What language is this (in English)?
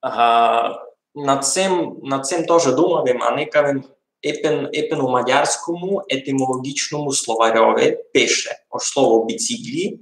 Rusyn